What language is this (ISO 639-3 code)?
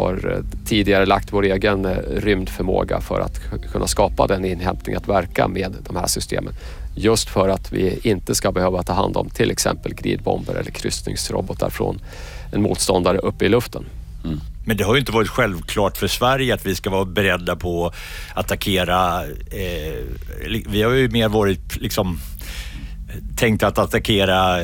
swe